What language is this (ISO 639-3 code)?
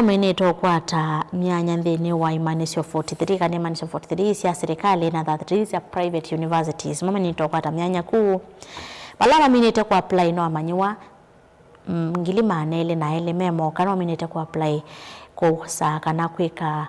kam